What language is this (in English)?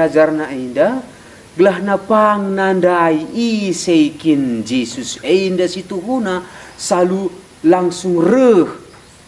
Batak Karo